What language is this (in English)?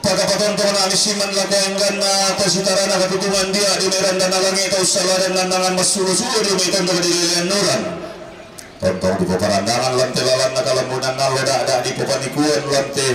Toraja-Sa'dan